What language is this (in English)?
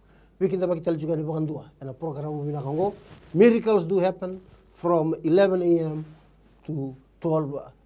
Fijian